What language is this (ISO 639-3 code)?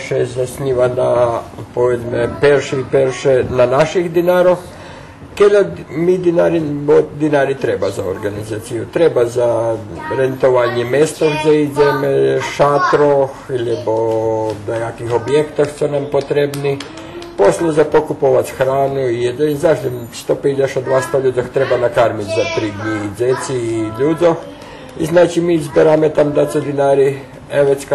rue